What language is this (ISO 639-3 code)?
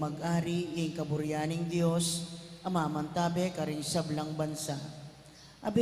pam